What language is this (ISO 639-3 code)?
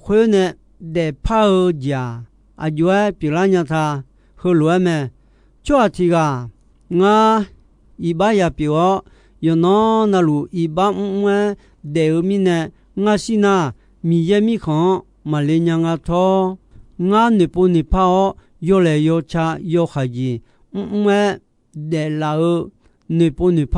ahk